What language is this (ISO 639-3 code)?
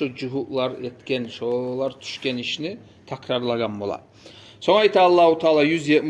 kum